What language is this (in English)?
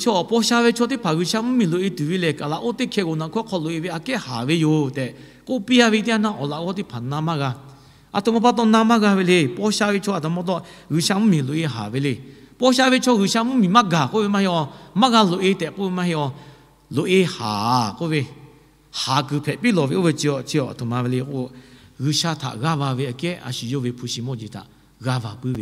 Lahu